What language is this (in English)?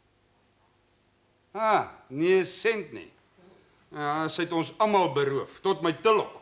Afrikaans